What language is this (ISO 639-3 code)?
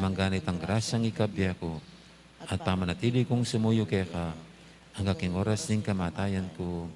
pam